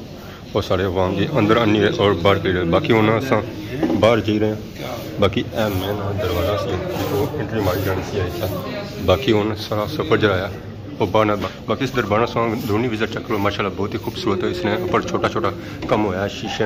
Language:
Pahari-Potwari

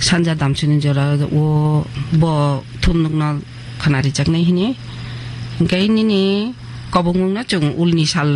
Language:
Kok Borok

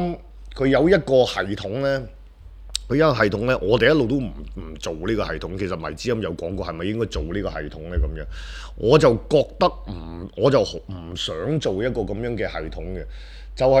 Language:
Cantonese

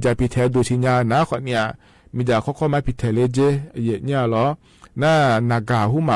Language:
Akha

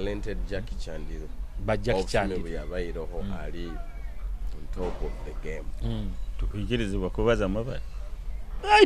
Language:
Nyoro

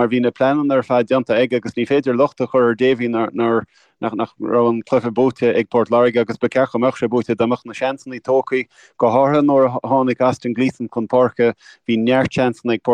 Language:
Irish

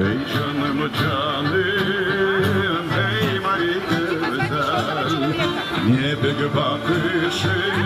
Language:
Gagauz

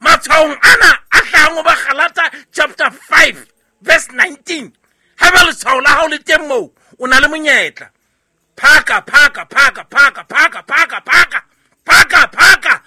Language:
Southern Sotho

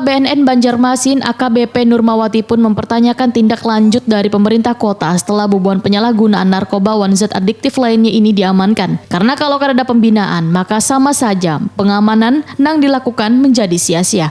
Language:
Banjar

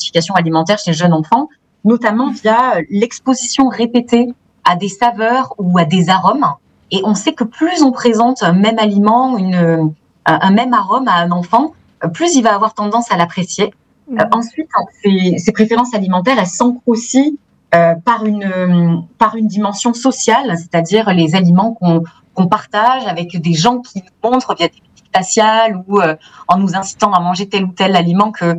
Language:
French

